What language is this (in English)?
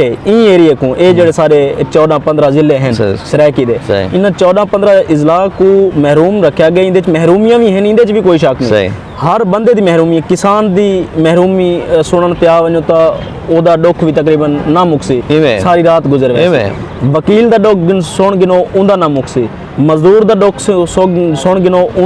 Saraiki